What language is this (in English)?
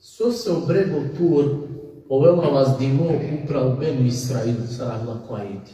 Balkan Romani